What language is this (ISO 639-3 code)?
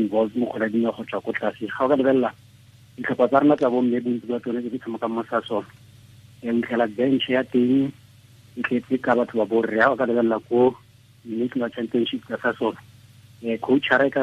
tsn